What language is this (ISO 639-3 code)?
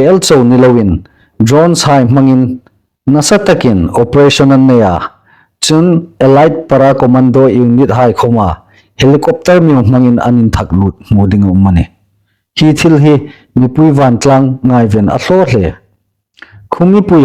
hmr